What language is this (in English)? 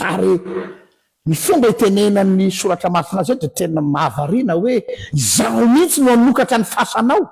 Malagasy